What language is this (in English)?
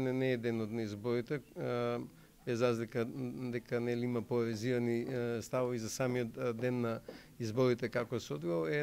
Macedonian